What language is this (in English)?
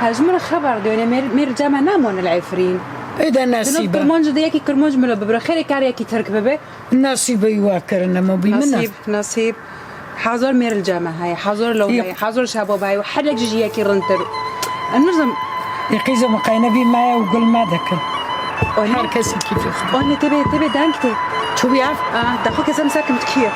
Kurdish